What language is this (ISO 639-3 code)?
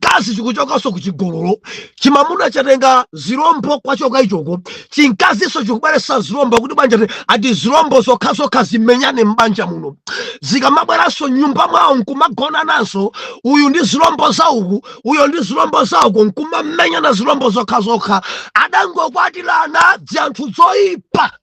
nya